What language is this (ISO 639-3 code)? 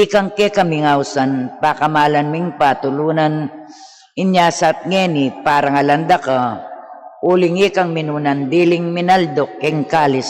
pam